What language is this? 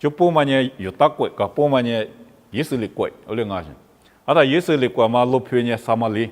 Lisu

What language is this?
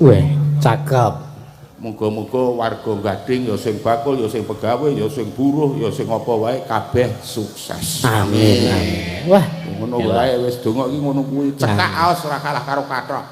Javanese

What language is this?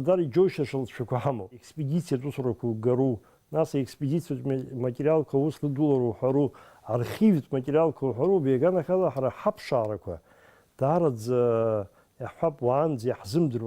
Abkhazian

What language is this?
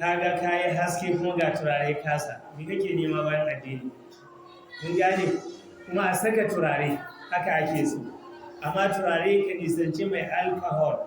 Hausa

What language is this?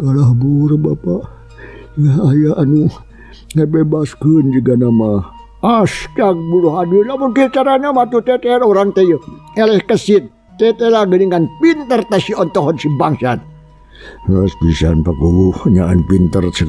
Sundanese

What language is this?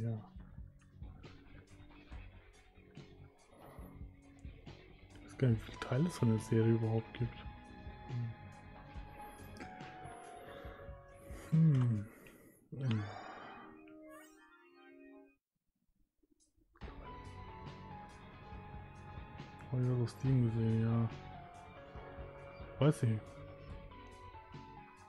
German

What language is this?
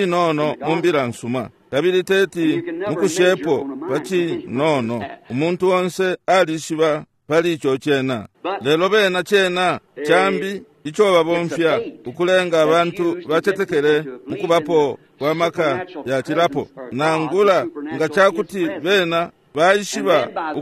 Bemba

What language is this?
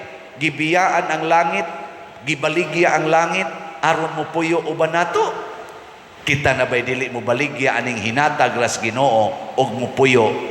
Cebuano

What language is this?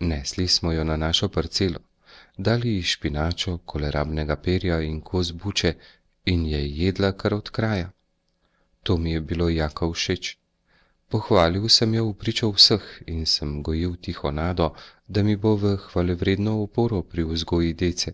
Slovenian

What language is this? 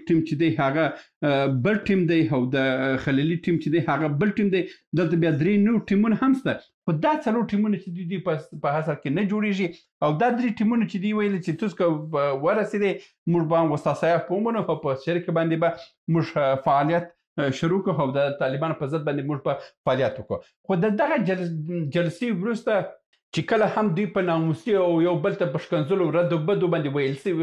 Pashto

